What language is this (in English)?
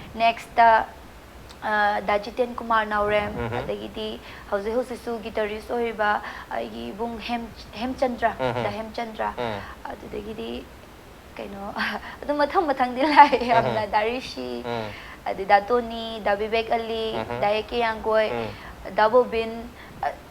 Manipuri